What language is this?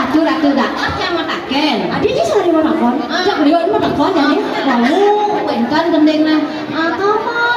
Balinese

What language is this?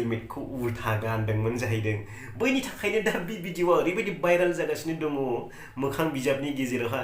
Bodo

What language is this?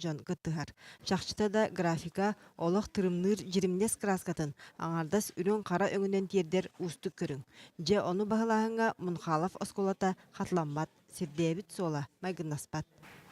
Yakut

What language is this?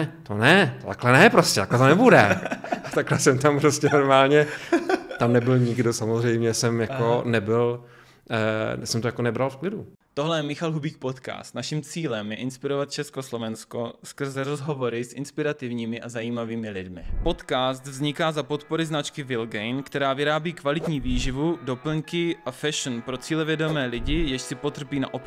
Czech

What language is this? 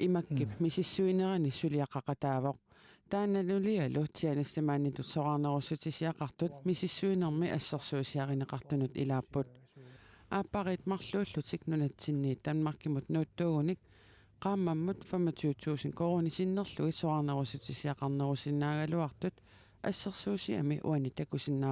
Kalaallisut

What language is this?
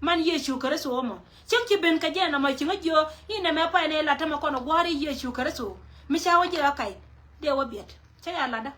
Nuer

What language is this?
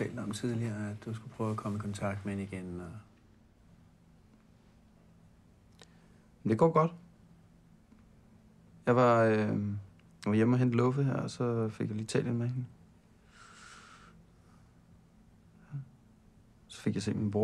Danish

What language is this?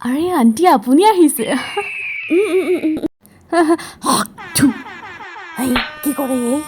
Assamese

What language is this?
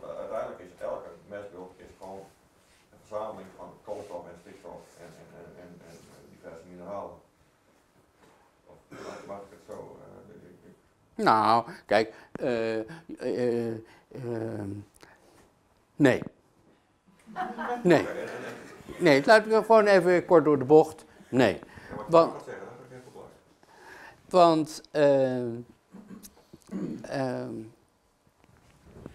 Dutch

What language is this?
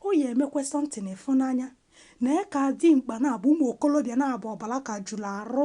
Igbo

